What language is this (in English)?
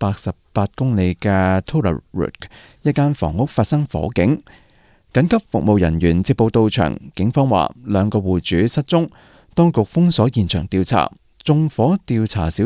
Cantonese